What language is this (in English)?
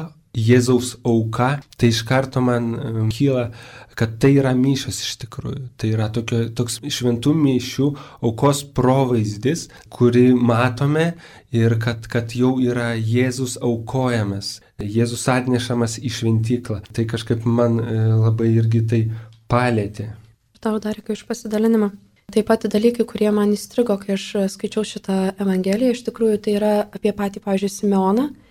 Lithuanian